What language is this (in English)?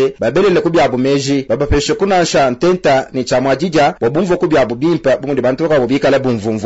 Luba-Lulua